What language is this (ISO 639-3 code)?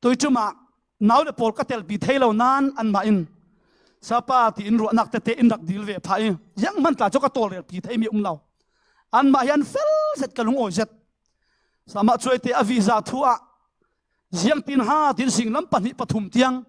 cfm